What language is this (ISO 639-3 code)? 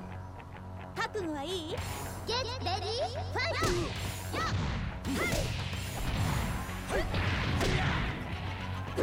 jpn